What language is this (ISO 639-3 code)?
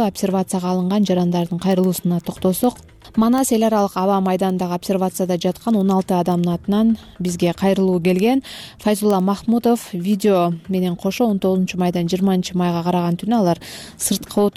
kir